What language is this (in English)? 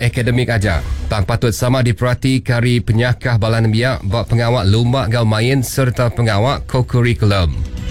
Iban